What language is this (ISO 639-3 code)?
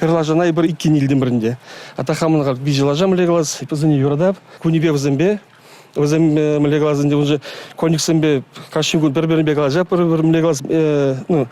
chv